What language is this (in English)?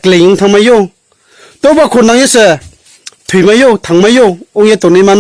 Riang (India)